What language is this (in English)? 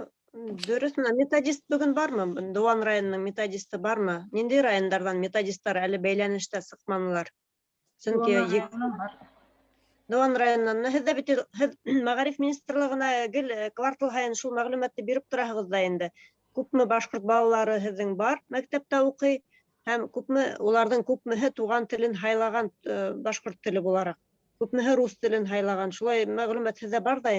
Bashkir